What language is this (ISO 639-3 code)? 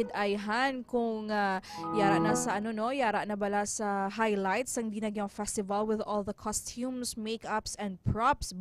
hil